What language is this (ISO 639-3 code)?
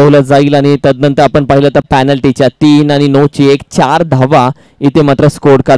mar